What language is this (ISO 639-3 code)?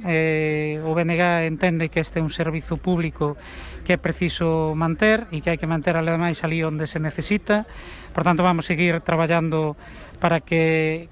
glg